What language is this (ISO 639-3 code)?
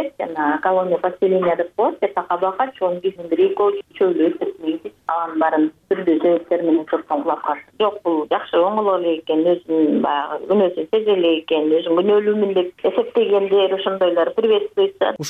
kir